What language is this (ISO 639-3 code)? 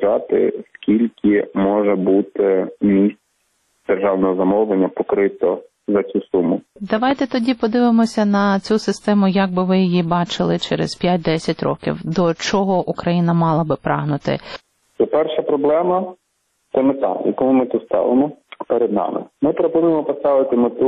ukr